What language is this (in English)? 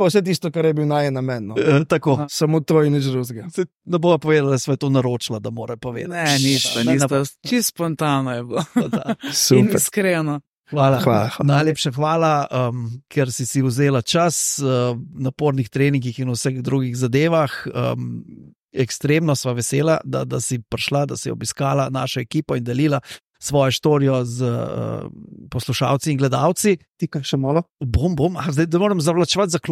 Slovenian